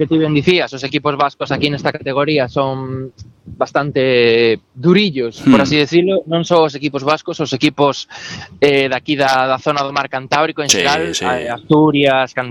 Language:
Galician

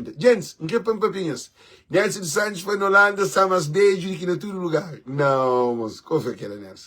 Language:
Kabuverdianu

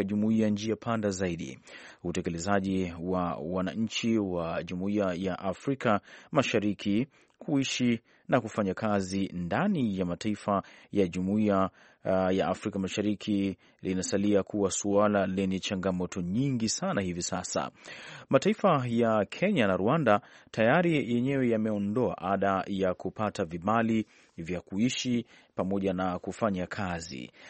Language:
Swahili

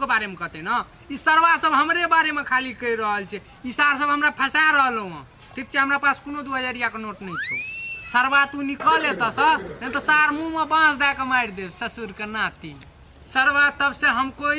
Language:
Maithili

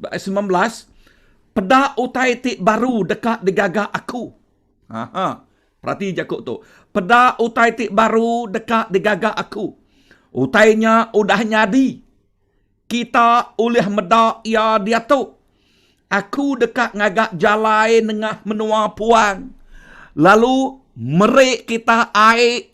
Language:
Iban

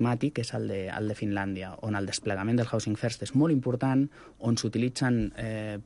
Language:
Catalan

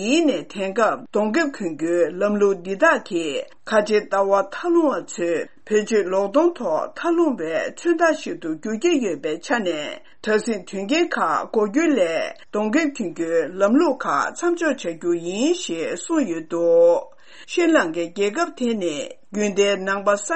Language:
Tibetan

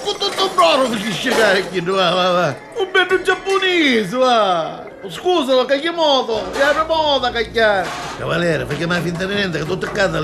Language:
Neapolitan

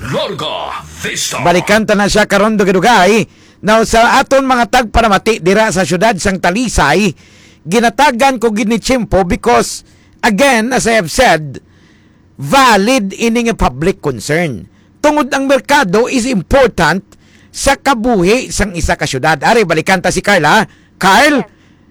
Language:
Hiligaynon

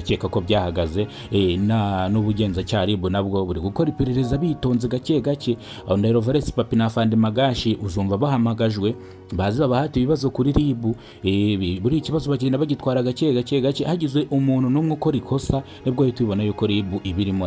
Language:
Kinyarwanda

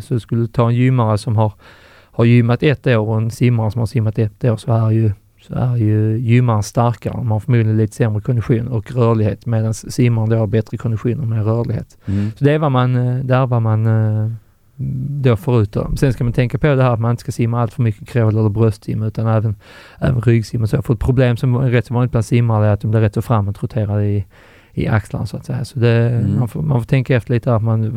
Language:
Swedish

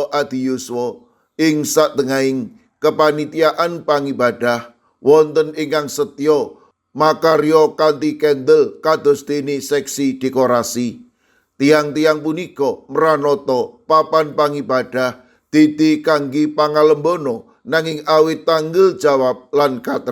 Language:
Javanese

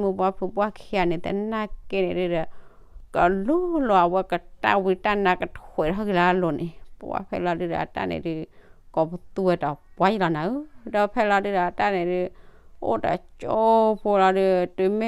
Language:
S'gaw Karen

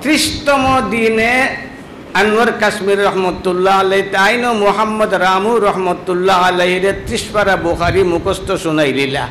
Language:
Sylheti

